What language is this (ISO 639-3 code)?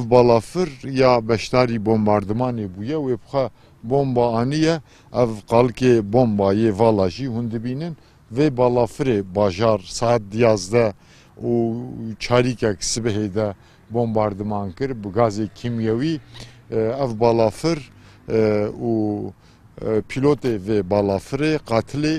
kur